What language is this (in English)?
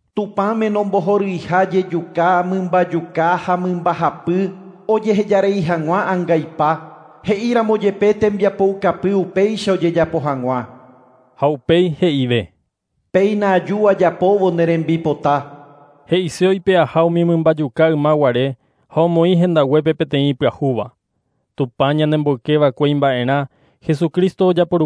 Guarani